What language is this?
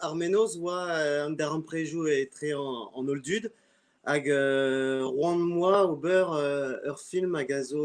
Breton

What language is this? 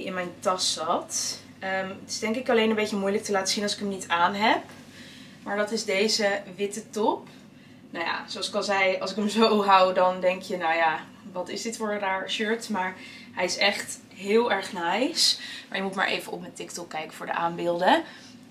Dutch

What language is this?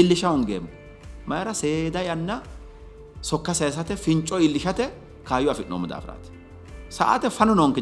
Sidamo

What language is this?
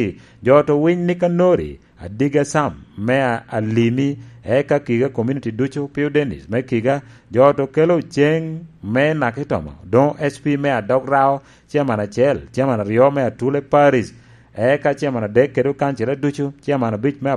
Lango (Uganda)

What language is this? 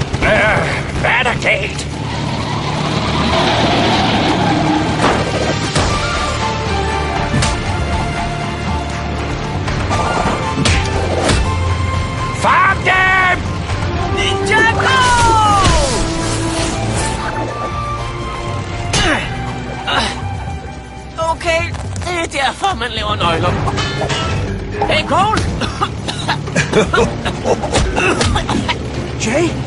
Danish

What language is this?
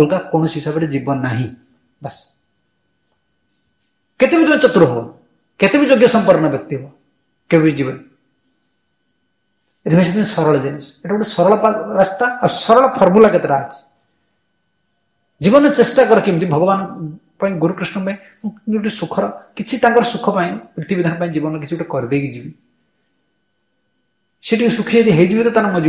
Odia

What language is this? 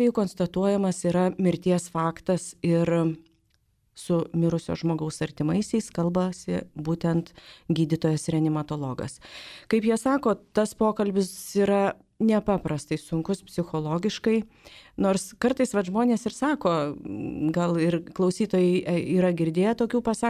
Lithuanian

